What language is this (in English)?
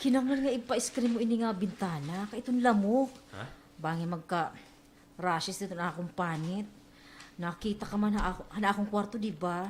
Waray